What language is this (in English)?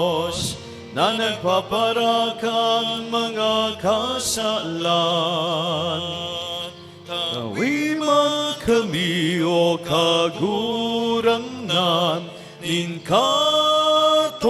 Bikol